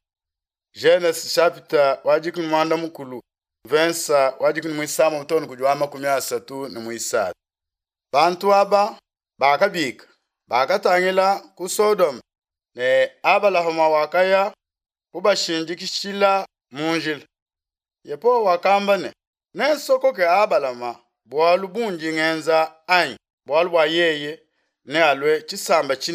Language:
Luba-Lulua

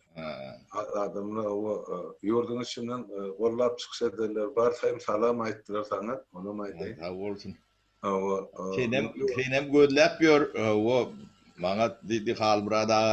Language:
Turkmen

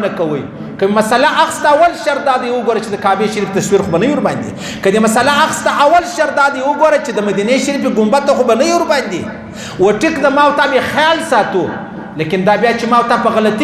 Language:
Pashto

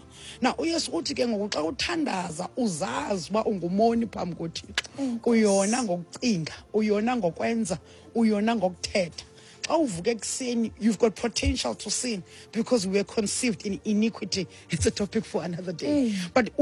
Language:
Xhosa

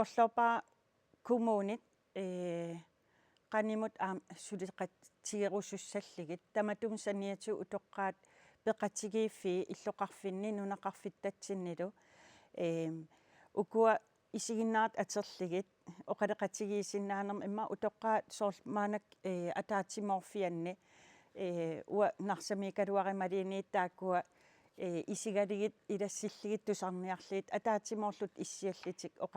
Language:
Kalaallisut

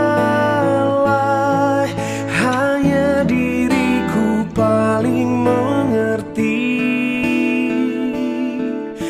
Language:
Indonesian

